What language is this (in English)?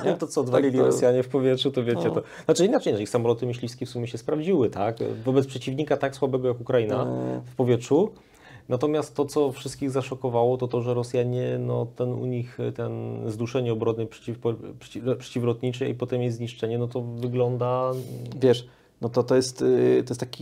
Polish